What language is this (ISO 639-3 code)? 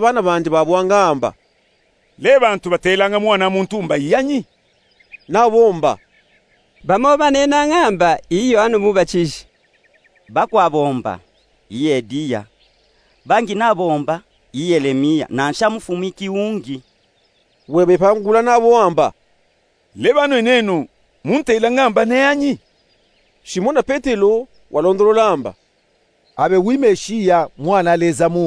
lub